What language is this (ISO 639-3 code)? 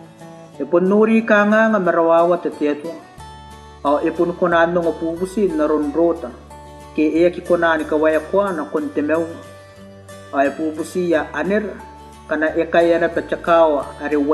gil